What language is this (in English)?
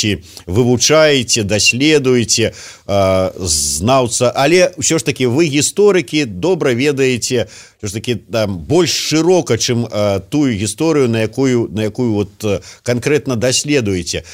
Belarusian